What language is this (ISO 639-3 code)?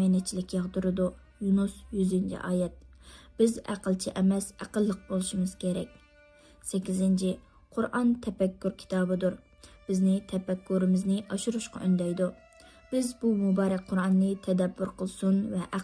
uig